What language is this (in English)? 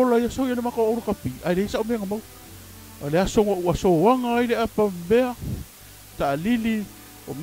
Samoan